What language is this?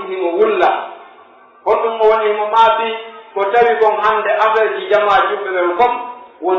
Pular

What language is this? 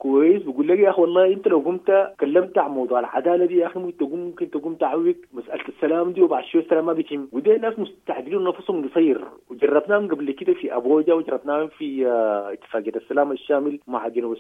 Sudanese Arabic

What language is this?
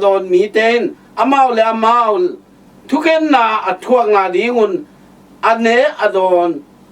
Tedim Chin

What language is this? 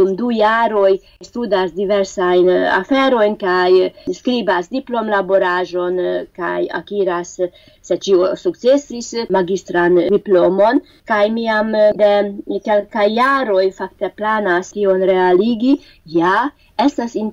Esperanto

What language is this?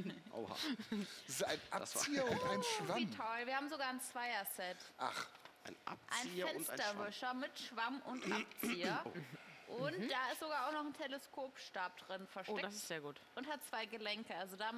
German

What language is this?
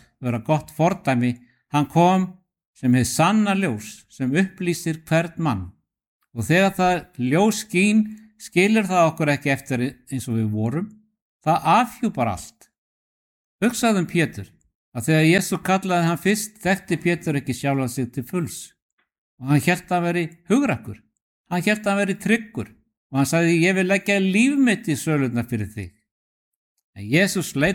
Icelandic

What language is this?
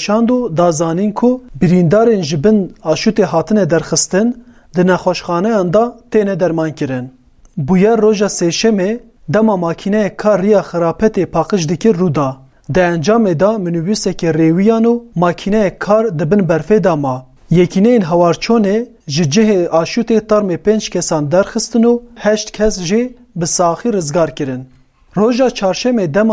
Kurdish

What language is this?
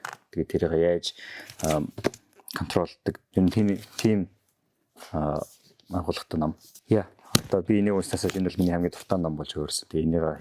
Mongolian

